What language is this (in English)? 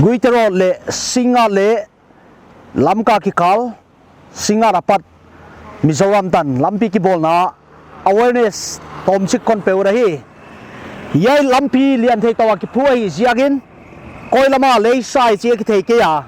Paite Chin